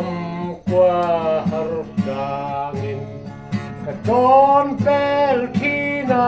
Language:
Mizo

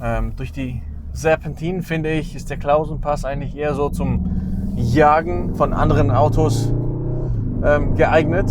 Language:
Swiss German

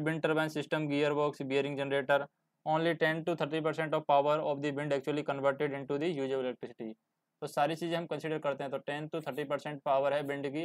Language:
Hindi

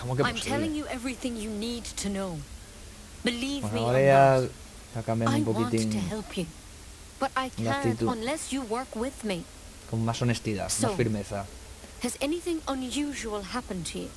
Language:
Asturian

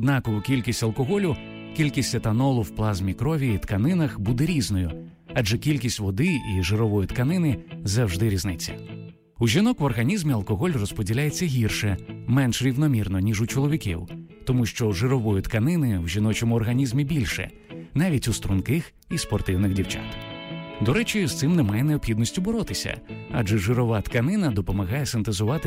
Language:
Ukrainian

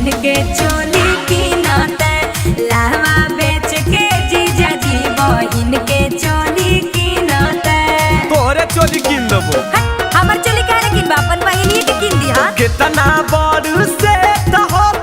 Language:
Magahi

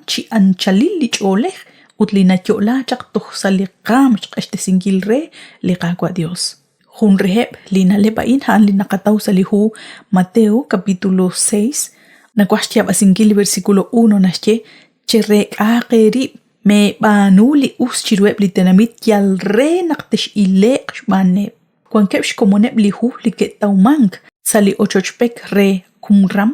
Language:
Kekchí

